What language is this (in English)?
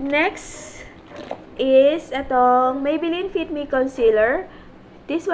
Filipino